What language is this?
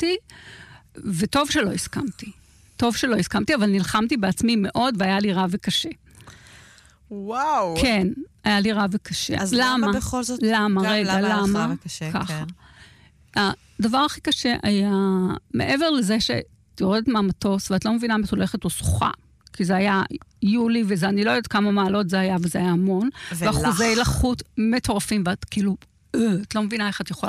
Hebrew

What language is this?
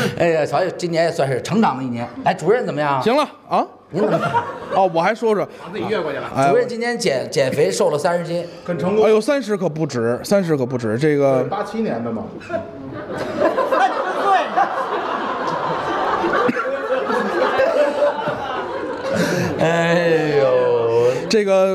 Chinese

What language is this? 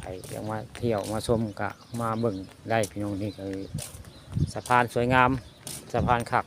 Northeastern Thai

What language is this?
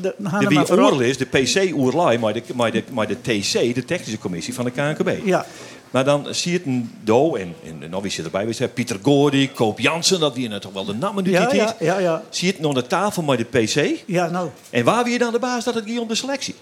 Western Frisian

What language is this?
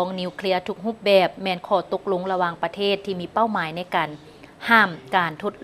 Lao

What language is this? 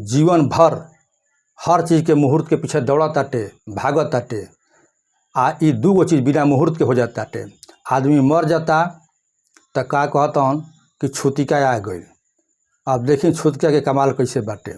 Bhojpuri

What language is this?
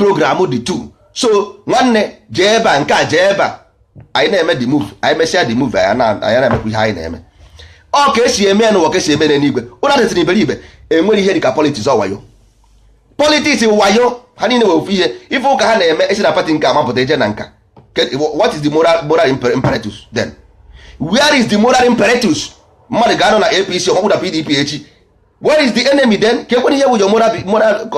Igbo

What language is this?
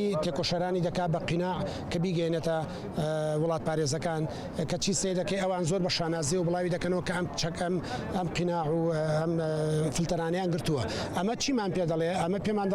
Central Kurdish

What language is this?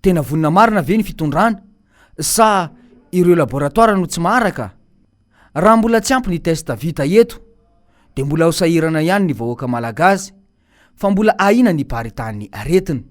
Malagasy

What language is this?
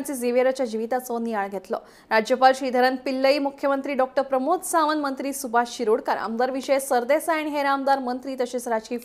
Konkani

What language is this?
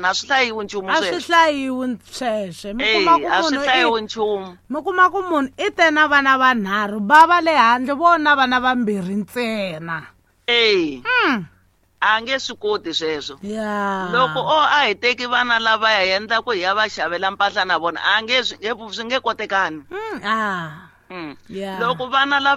Tsonga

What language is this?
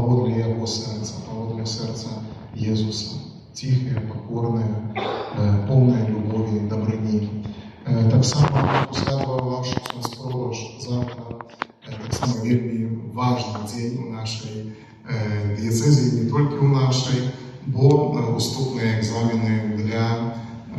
Belarusian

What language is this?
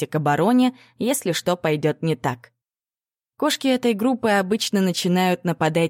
Russian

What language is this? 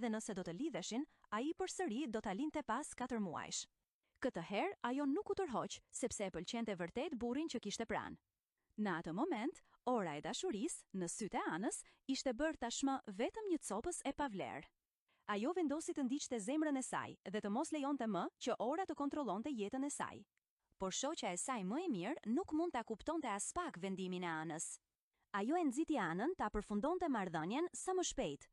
Albanian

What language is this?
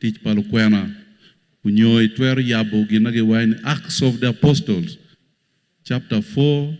Acoli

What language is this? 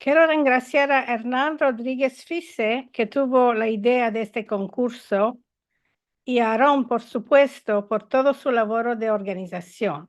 Ladino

